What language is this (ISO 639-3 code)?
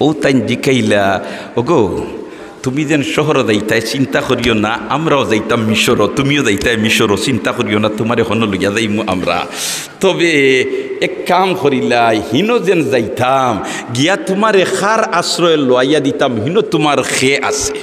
syl